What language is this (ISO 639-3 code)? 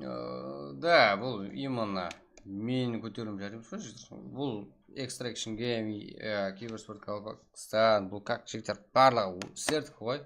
kaa